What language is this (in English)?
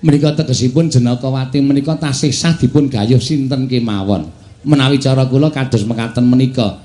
Javanese